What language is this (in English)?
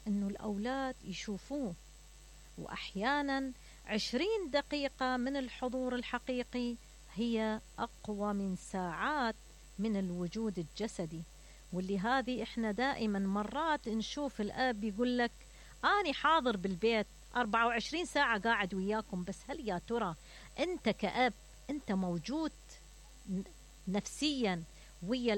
Mesopotamian Arabic